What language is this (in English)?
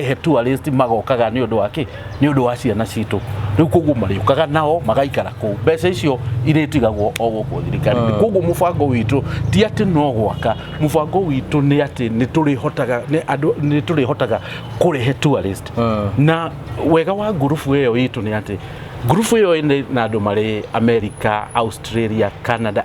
Kikuyu